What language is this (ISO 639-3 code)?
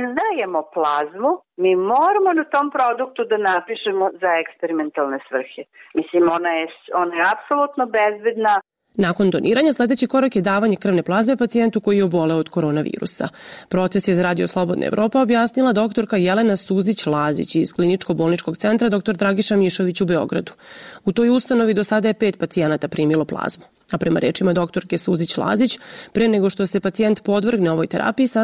srp